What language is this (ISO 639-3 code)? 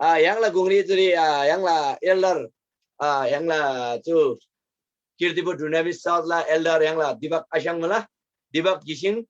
taj